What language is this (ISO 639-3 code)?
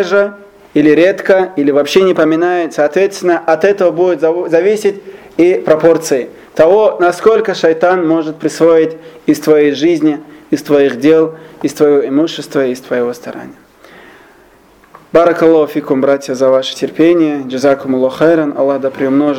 rus